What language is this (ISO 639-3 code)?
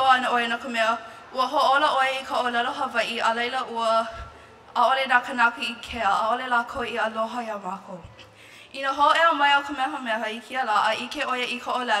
haw